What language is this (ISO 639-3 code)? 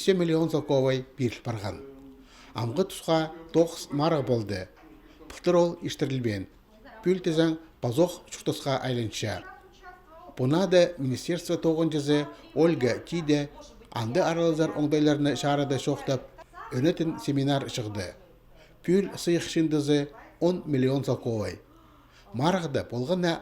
kjh